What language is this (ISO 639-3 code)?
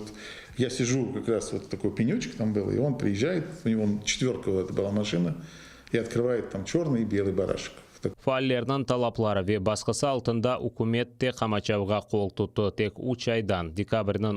crh